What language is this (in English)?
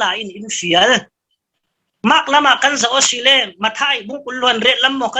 Falam Chin